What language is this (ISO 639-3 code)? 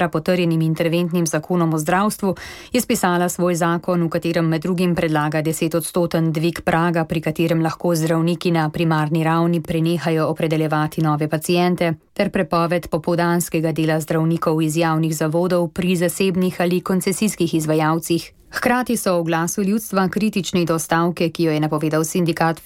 slv